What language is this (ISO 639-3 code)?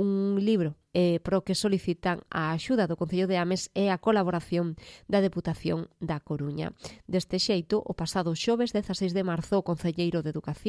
glg